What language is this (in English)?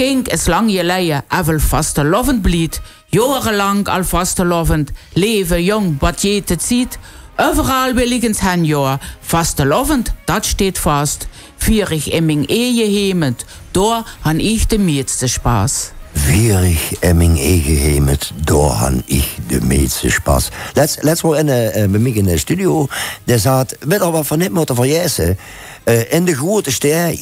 Limburgish